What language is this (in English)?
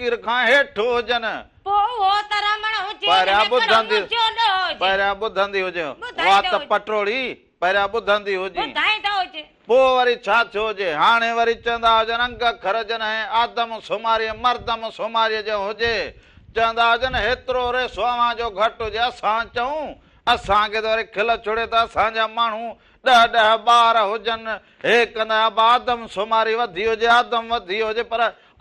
Sindhi